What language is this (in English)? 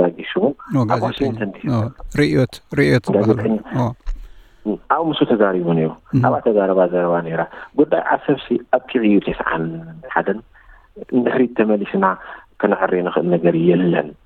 Tigrinya